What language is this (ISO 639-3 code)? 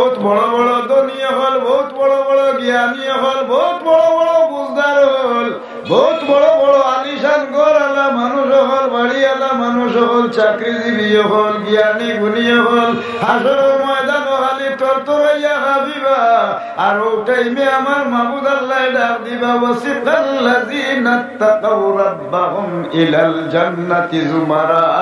syl